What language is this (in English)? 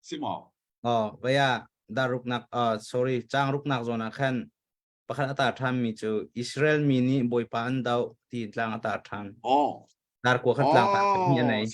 Hakha Chin